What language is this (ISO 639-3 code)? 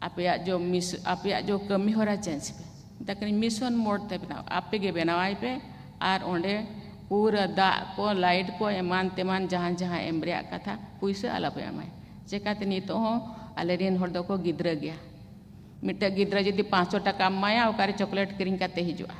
sat